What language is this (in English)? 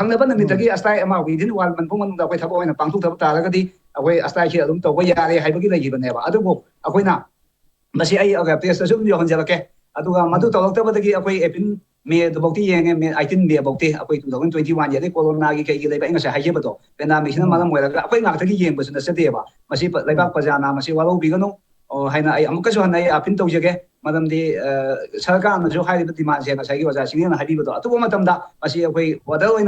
Manipuri